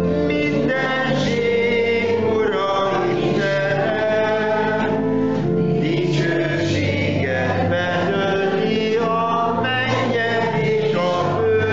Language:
Hungarian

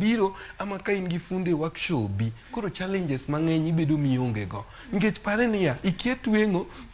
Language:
Luo (Kenya and Tanzania)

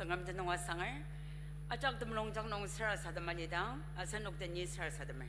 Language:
Ao Naga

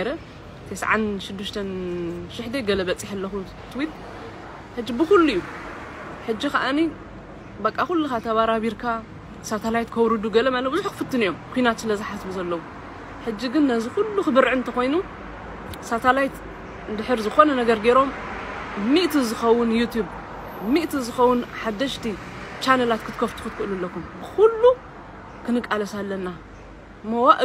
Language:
Tigrinya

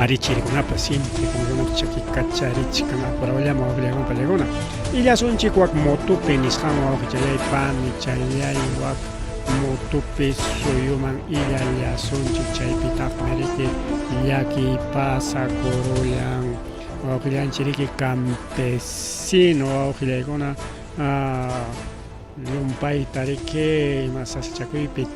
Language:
Ayacucho Quechua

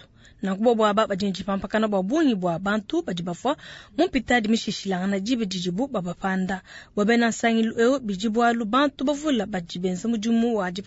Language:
Luba-Lulua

